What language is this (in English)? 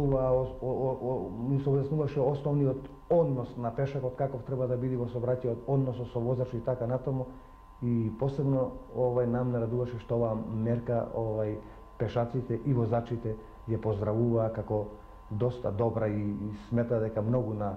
Macedonian